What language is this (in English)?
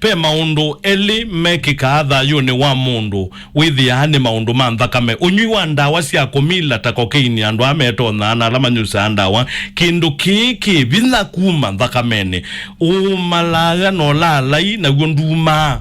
Kamba